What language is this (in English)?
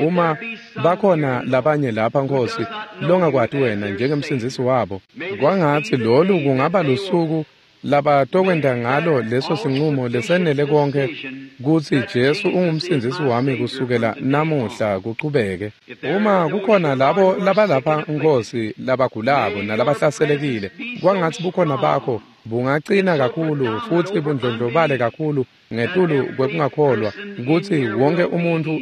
Swati